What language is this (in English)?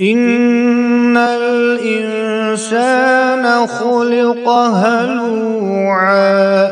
Kashmiri